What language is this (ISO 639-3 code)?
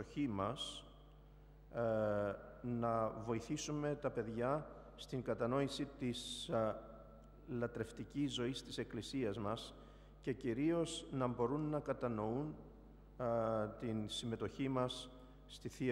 ell